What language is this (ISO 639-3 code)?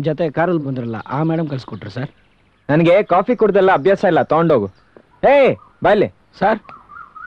kan